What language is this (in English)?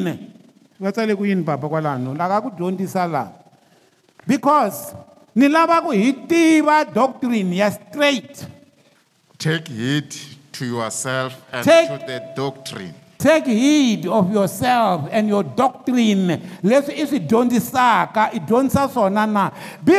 Tsonga